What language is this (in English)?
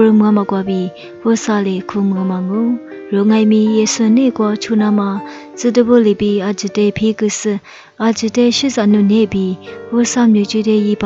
Lisu